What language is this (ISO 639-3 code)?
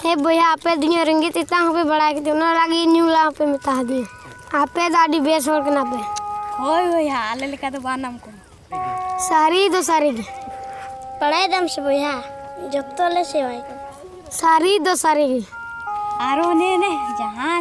sat